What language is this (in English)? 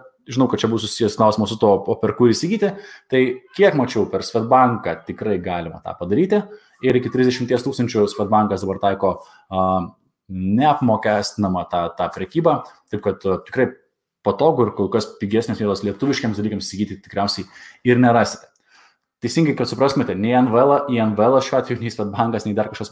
Lithuanian